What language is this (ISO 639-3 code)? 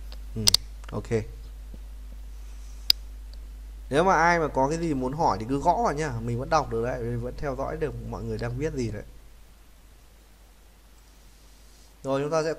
vie